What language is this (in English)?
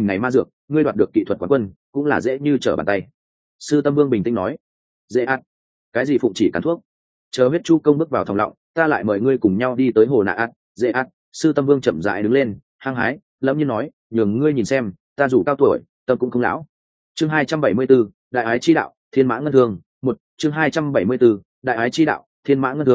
Vietnamese